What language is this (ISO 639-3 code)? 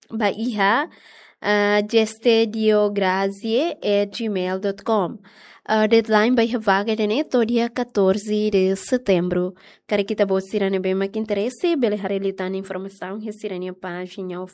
tet